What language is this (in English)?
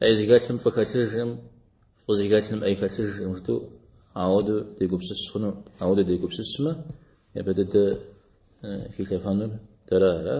Kabardian